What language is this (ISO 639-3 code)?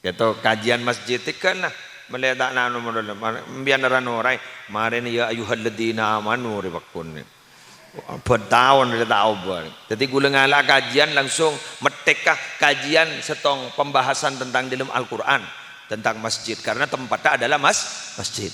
mad